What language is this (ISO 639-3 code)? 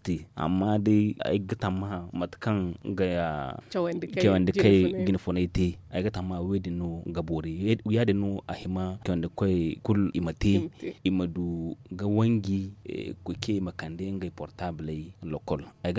dje